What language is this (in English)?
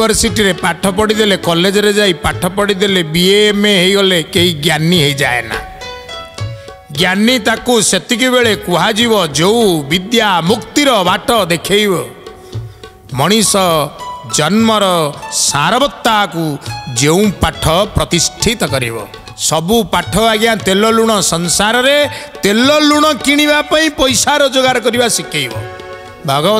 Odia